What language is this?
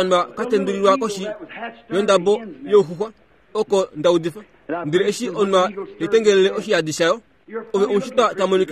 Kuanyama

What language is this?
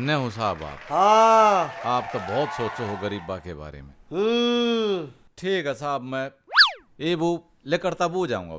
Haryanvi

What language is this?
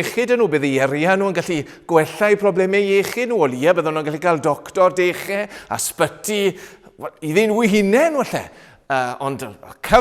Welsh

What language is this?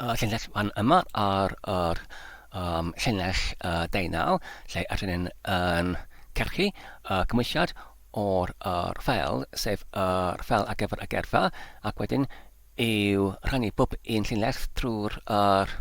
Welsh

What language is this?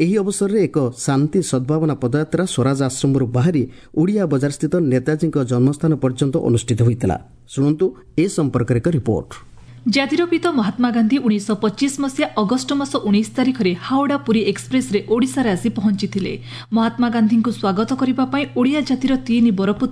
Odia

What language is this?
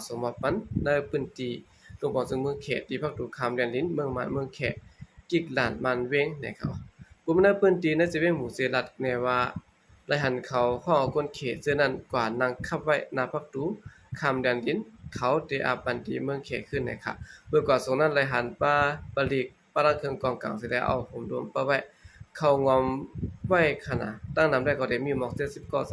Shan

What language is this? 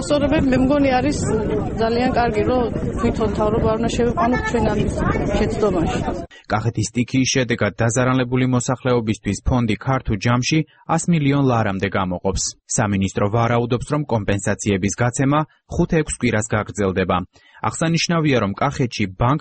Georgian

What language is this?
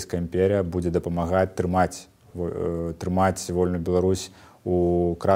Belarusian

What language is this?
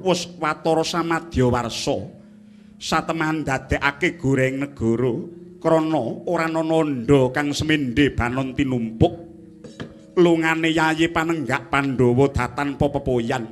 Javanese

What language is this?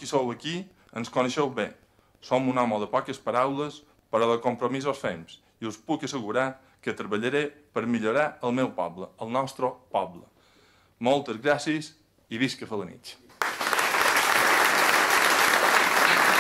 Catalan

